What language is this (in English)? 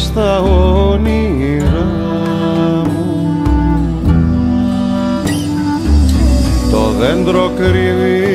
Greek